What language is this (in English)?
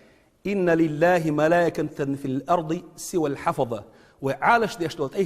Chechen